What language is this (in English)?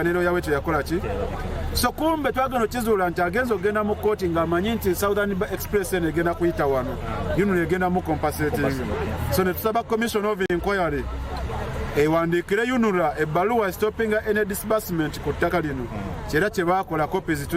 Ganda